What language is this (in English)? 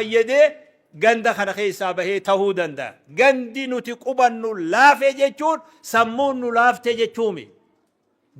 Oromo